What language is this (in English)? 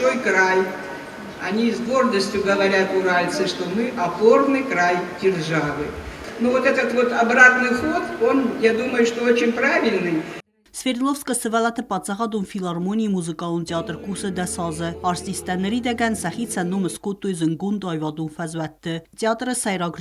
Ossetic